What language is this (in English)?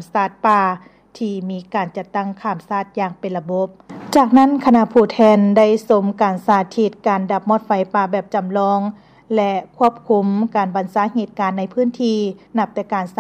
Lao